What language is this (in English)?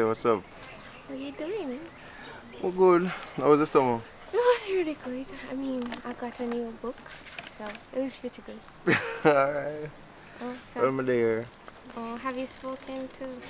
Jamaican Creole English